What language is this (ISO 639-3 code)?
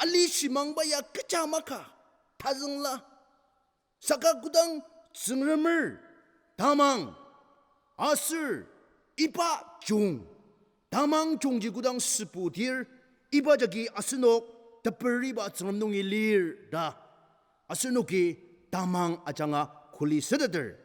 njo